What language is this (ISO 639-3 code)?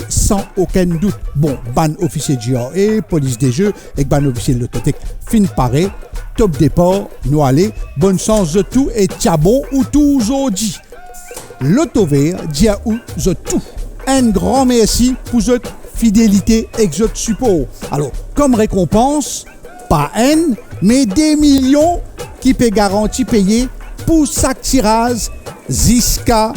mfe